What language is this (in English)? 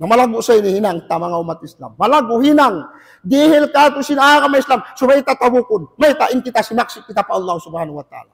Tausug